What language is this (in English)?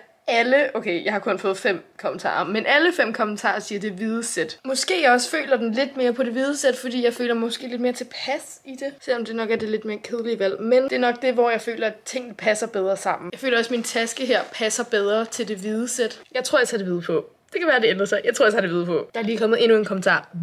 Danish